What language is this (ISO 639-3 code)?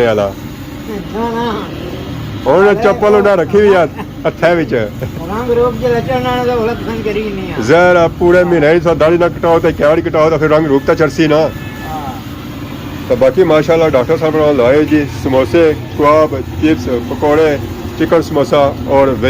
phr